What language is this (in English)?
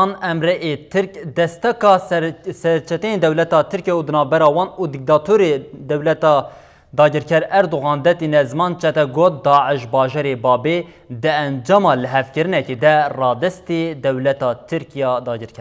Kurdish